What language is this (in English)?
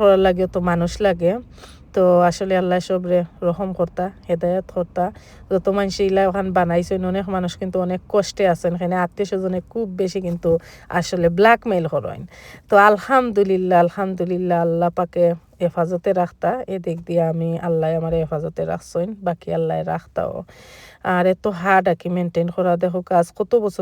Sylheti